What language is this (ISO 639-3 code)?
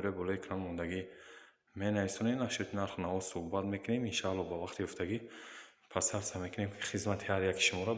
tgk